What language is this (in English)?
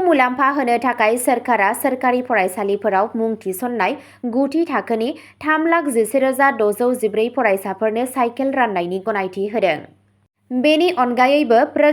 Bodo